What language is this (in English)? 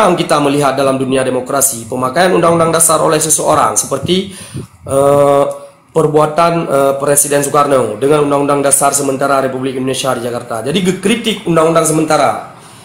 Achinese